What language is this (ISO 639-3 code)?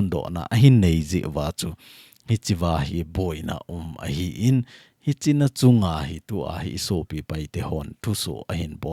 tcz